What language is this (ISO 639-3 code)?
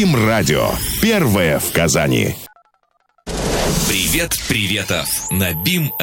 rus